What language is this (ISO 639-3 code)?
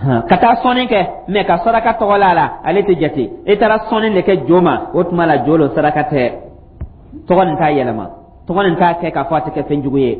dyu